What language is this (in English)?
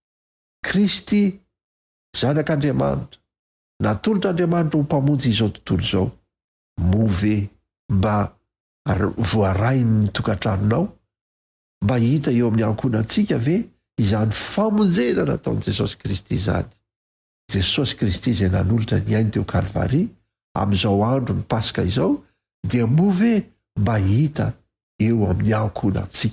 Malagasy